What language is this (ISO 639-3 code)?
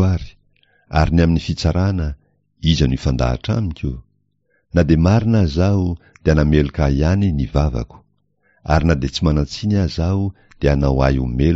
mlg